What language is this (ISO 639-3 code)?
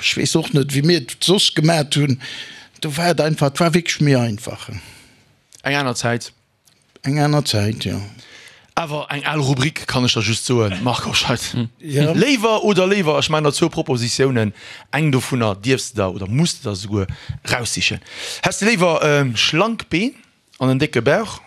ltz